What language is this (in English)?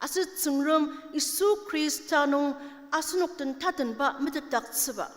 Ao Naga